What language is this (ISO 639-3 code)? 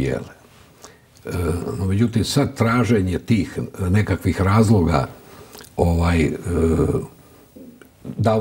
hrv